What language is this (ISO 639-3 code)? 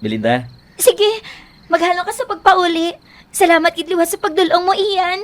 hil